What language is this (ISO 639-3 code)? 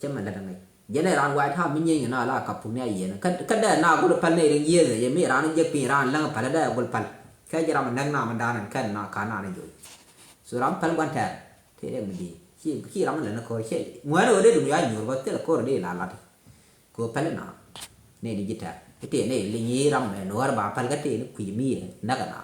nus